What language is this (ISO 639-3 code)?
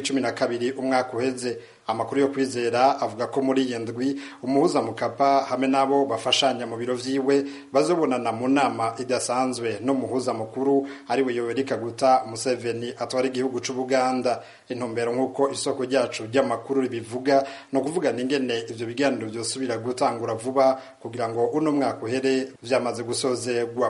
run